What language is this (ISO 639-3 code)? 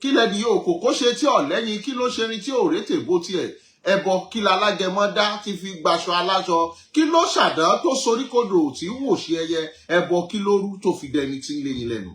yor